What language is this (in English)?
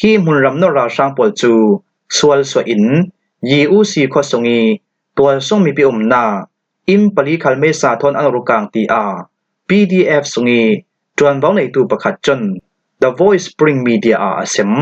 Falam Chin